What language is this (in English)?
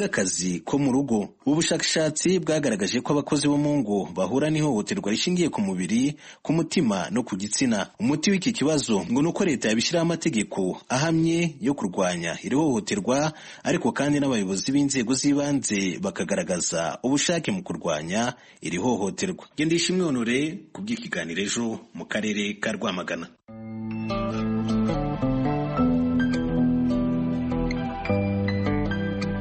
Kinyarwanda